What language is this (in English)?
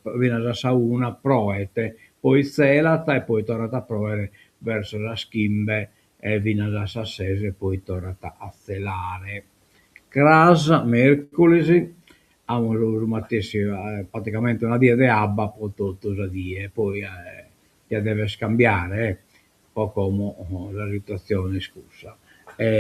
Sardinian